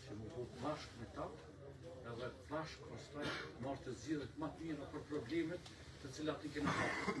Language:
Albanian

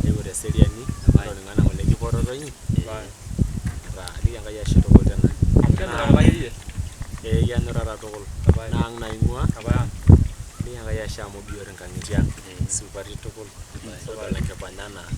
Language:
Masai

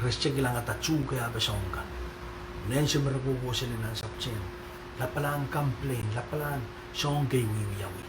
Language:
Pohnpeian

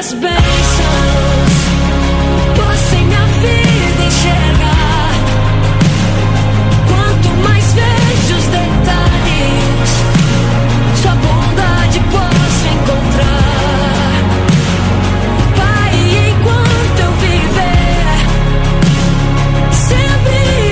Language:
Portuguese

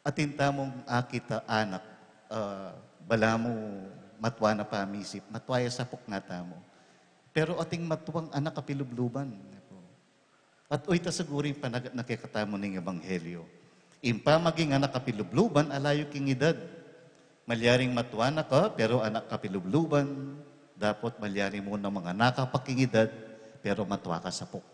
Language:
Pampanga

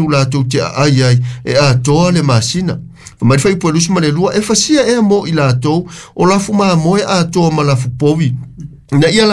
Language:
Samoan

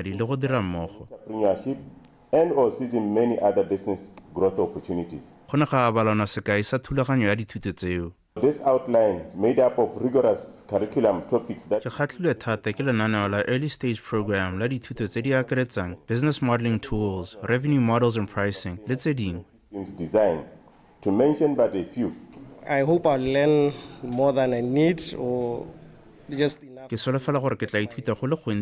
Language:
Tswana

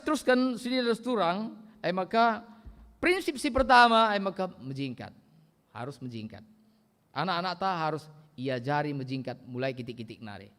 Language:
Batak Karo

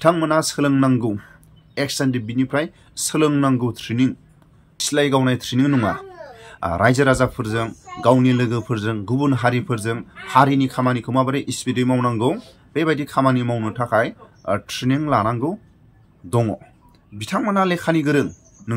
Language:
Bodo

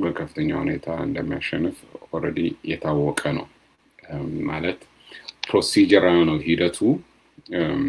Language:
Amharic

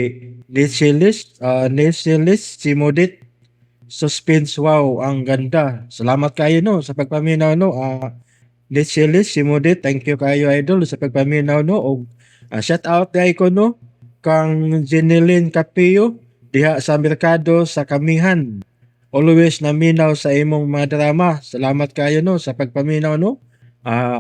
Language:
Cebuano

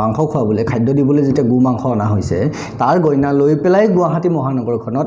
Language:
Assamese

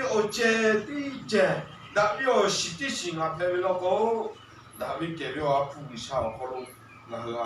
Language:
Lahu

